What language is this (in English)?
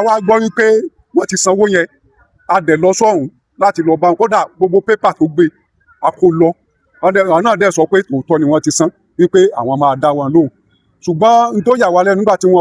Yoruba